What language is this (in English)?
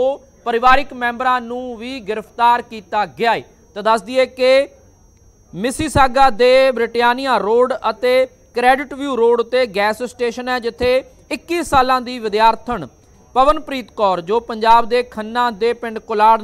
Punjabi